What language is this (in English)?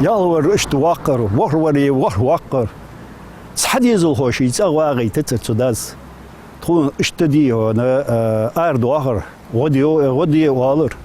Ingush